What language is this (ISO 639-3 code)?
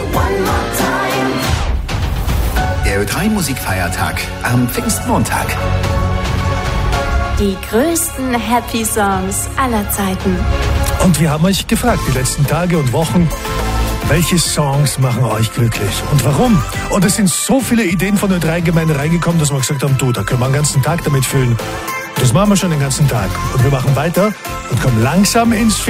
deu